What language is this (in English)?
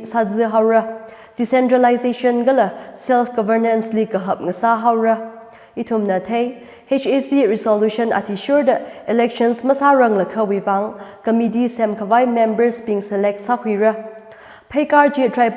Tangkhul Naga (India)